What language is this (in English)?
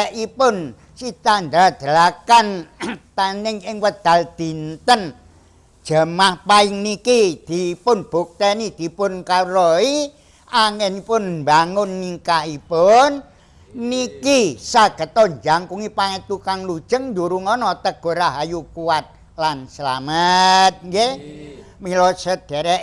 Javanese